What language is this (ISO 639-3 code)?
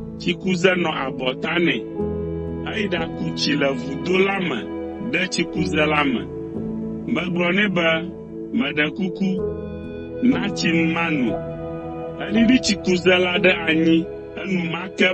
ewe